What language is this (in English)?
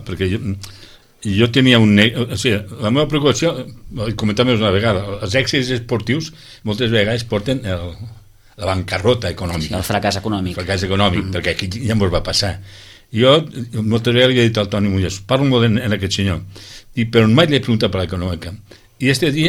Catalan